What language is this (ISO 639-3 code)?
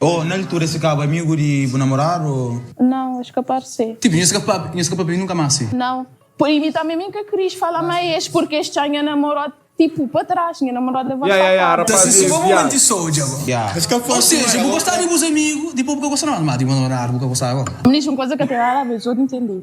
kea